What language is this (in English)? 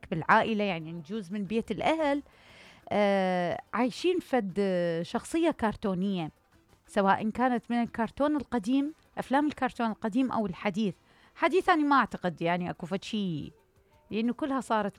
Mesopotamian Arabic